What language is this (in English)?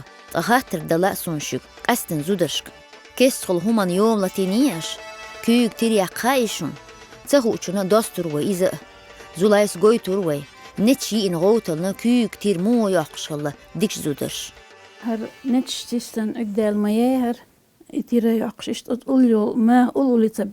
Chechen